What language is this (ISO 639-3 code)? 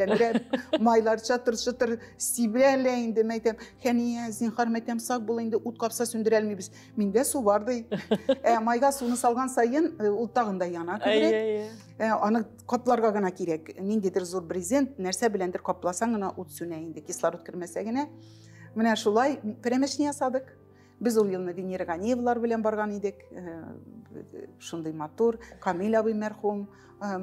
tat